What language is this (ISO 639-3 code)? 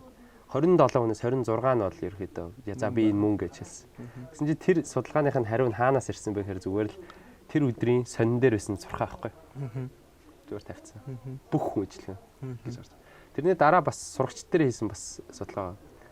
mon